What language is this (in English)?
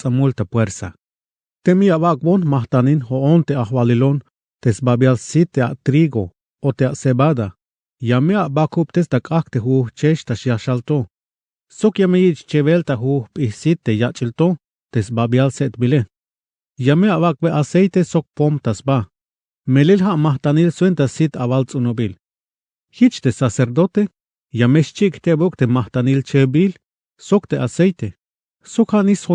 Tzeltal